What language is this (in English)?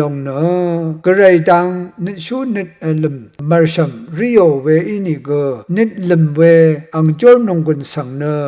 Rawang